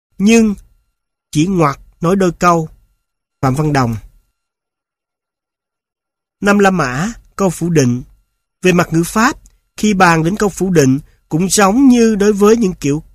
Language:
Vietnamese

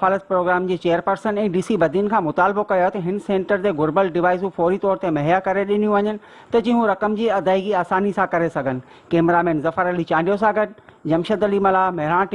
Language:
Sindhi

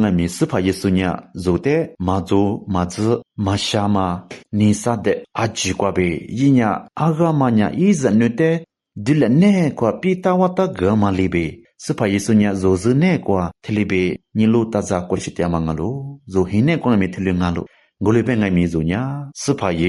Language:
Lisu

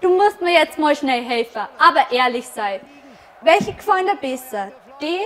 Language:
Bavarian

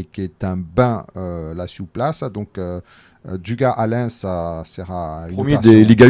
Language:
Occitan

